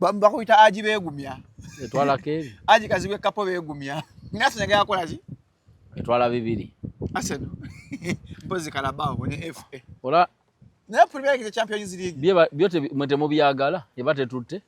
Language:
Ganda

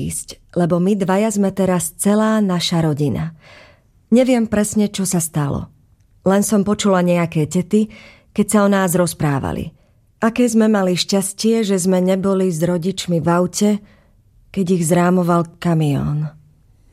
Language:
Slovak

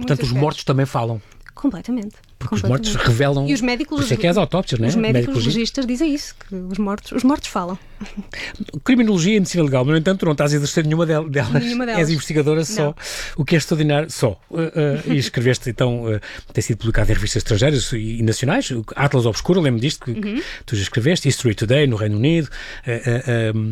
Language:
Portuguese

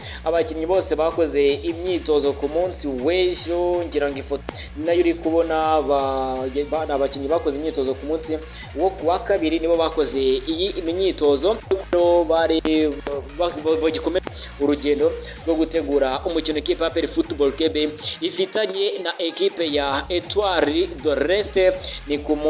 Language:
Kinyarwanda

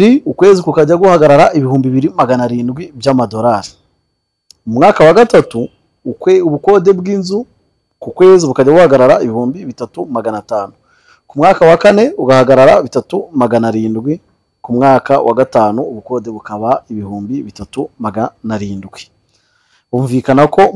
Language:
Kinyarwanda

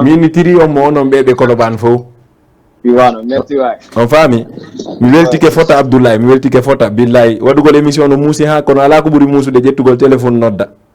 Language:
Fula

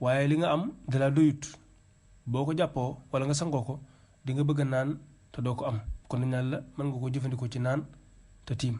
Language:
Wolof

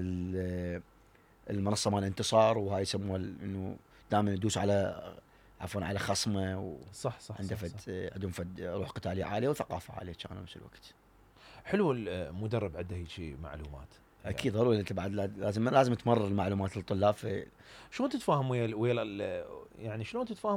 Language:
Mesopotamian Arabic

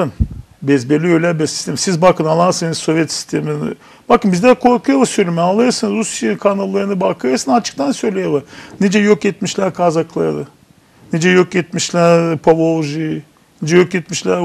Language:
Gagauz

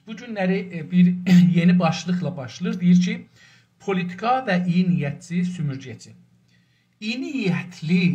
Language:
South Azerbaijani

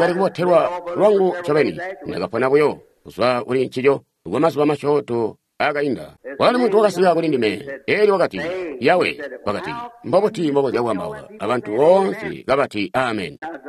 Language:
Tonga (Zambia)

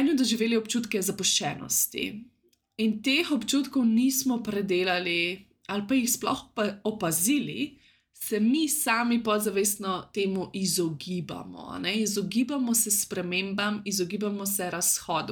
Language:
Slovenian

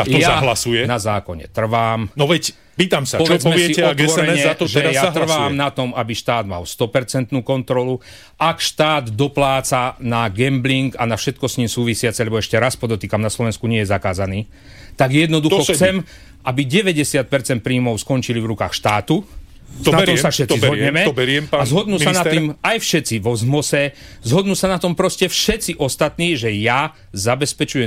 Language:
Slovak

